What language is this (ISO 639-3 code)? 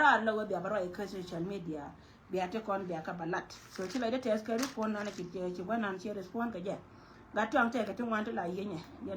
nus